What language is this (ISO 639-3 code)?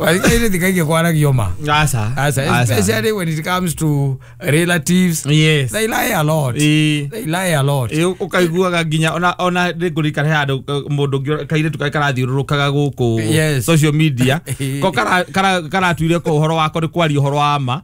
kik